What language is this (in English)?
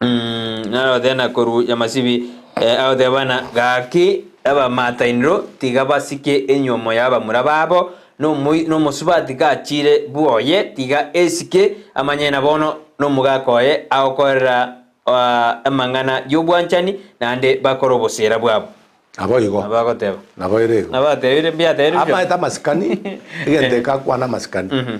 Gusii